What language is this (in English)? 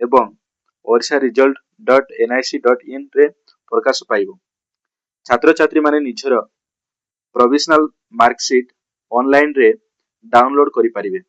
Odia